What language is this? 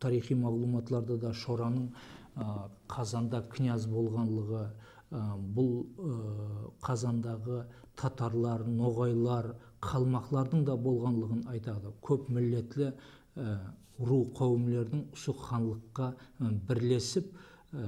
Kara-Kalpak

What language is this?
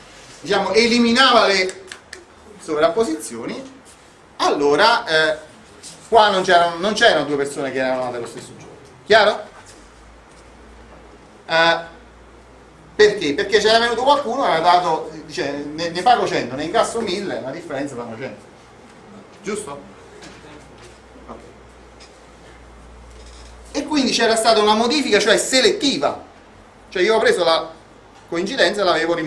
Italian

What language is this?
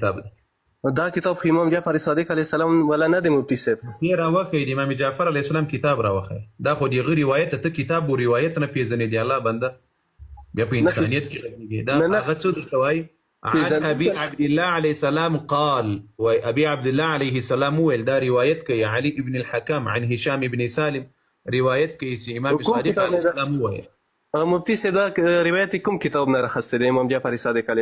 Pashto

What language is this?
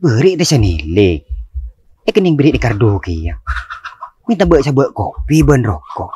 Madurese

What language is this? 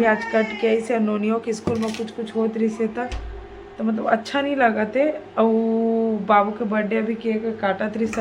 Chhattisgarhi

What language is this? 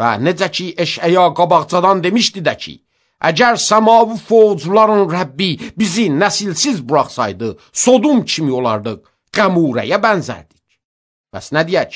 Azerbaijani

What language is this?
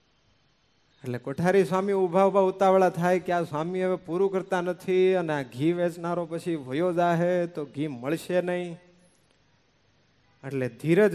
Gujarati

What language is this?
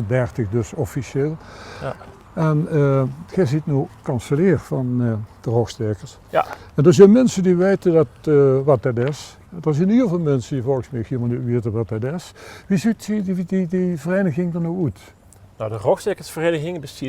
Limburgish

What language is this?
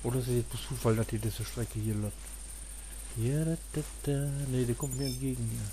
Low German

